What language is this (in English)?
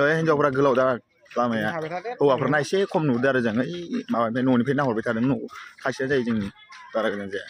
Bodo